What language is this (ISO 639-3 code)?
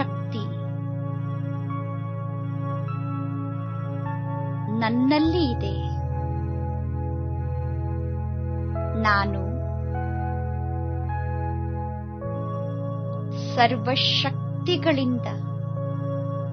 kan